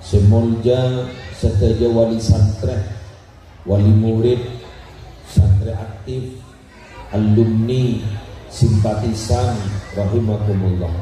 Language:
Madurese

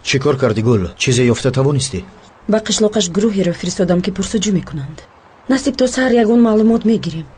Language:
Tajik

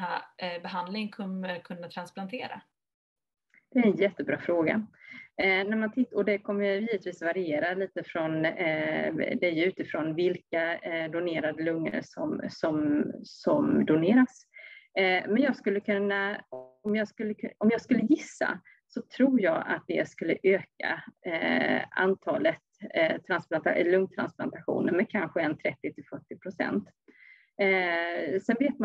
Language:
Swedish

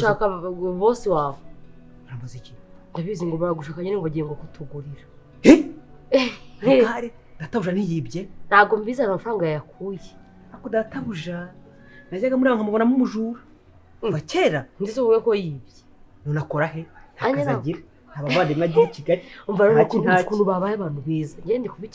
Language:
Kinyarwanda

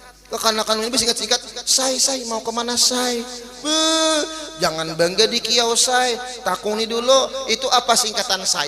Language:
Banjar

